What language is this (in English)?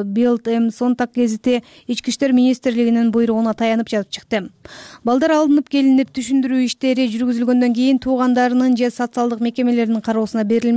Kyrgyz